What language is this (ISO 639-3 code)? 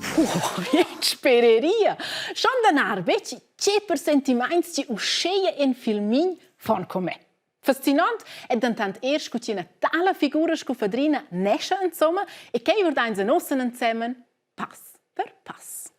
roh